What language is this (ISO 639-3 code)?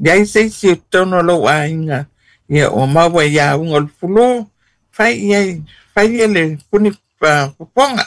smo